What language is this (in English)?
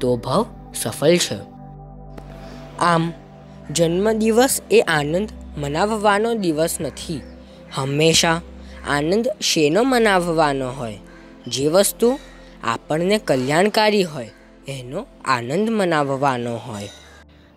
Gujarati